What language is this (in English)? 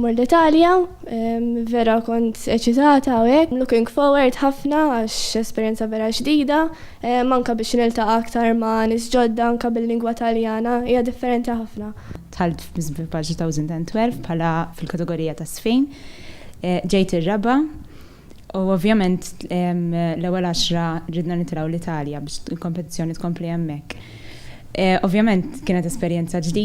Maltese